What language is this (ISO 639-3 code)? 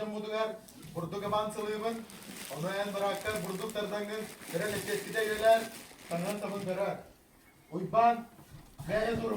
sah